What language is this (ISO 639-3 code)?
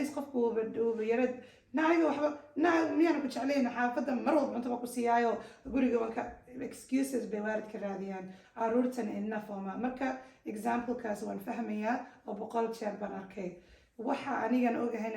som